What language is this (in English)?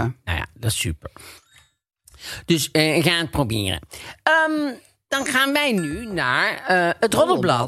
Dutch